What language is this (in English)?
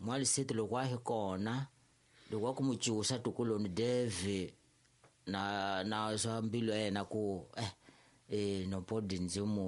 Tsonga